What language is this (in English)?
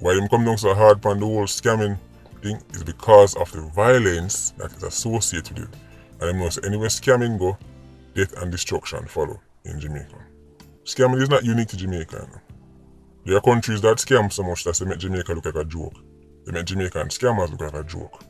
Jamaican Creole English